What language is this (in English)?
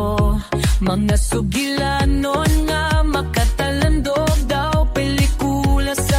Hiligaynon